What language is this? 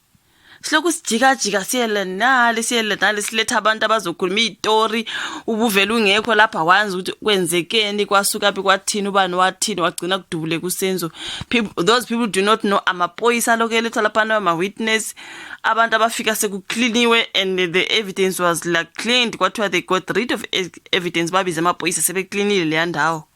Zulu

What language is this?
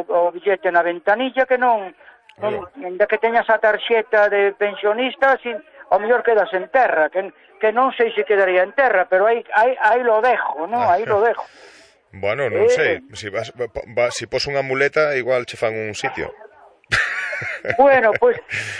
Galician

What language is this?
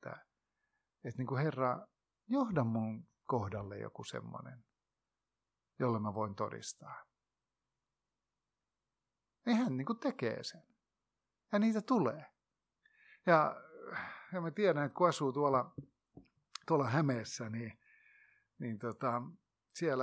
Finnish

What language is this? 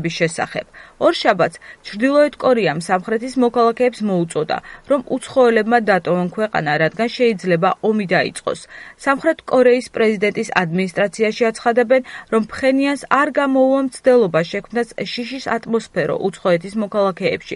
Georgian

